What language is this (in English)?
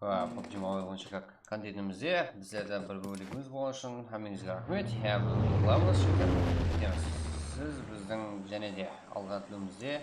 Kara-Kalpak